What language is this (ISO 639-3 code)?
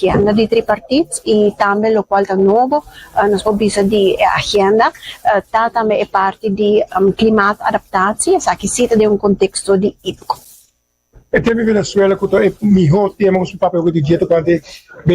pap